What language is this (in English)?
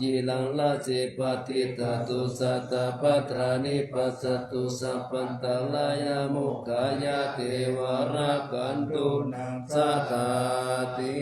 Pali